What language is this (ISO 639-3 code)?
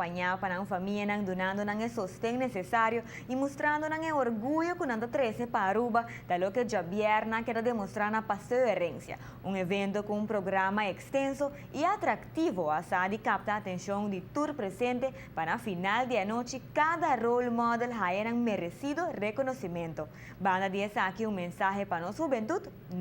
pap